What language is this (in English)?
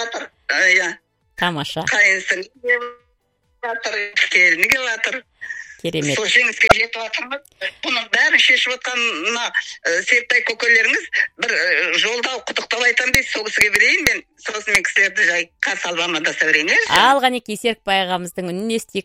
Kazakh